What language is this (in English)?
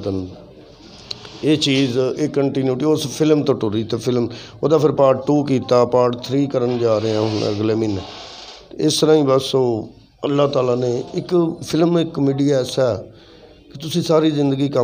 Western Panjabi